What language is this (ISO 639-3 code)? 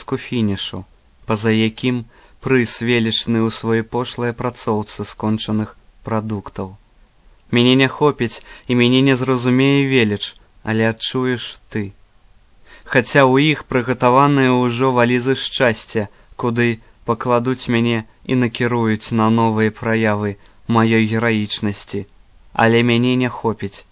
bel